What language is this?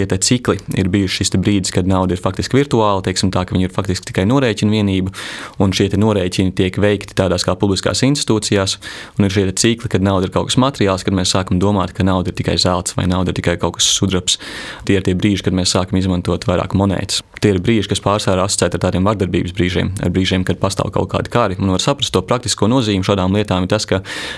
Latvian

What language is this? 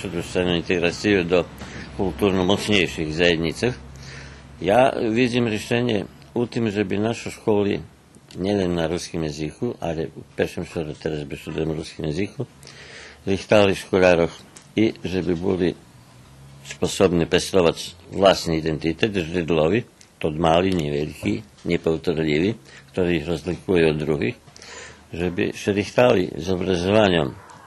Rusyn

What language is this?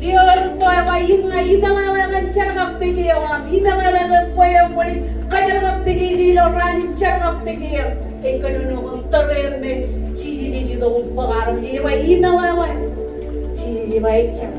Marshallese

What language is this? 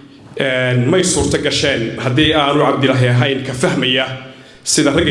Somali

